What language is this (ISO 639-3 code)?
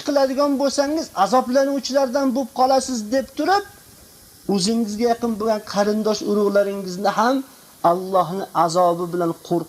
uzb